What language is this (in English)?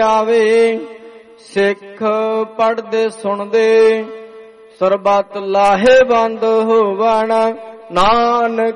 Punjabi